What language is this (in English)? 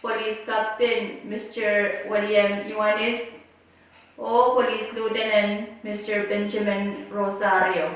Pohnpeian